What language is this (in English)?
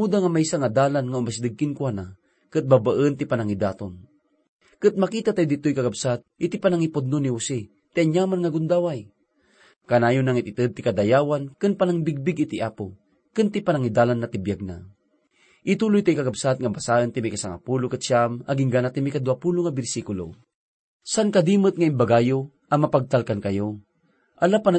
Iloko